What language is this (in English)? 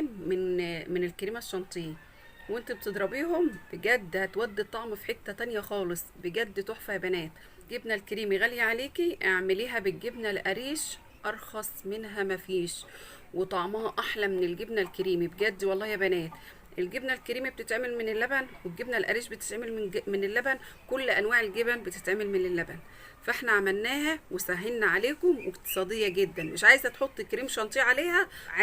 Egyptian Arabic